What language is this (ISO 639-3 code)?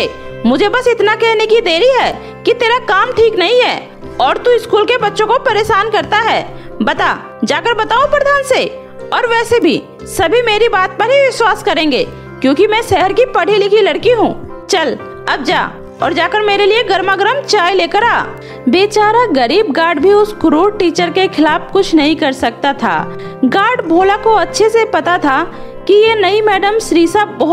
hin